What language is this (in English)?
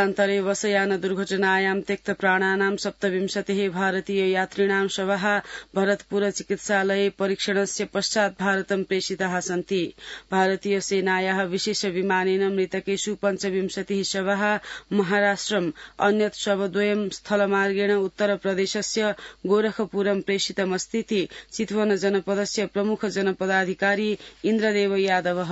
Sanskrit